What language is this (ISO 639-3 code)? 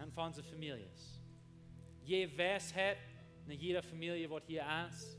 pdt